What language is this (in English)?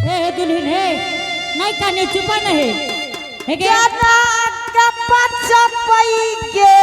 Angika